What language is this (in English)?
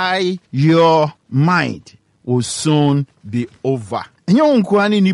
Akan